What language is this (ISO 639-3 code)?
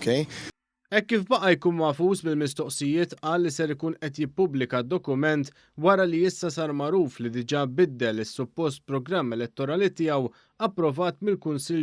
mlt